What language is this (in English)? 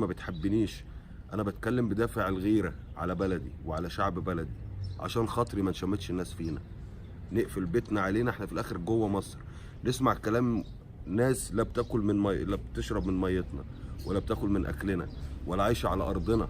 Egyptian Arabic